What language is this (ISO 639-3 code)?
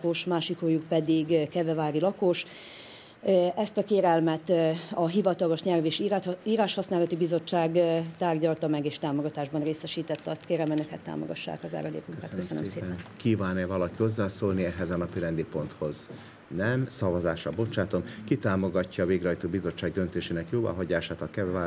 hun